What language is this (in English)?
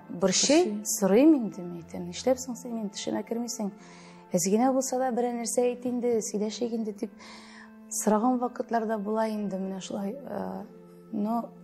Tatar